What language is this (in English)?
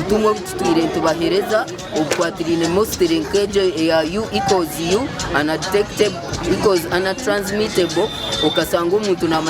Nyankole